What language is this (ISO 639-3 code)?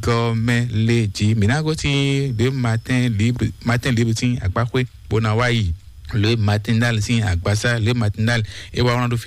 fon